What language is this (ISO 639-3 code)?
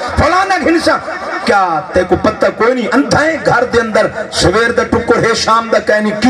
skr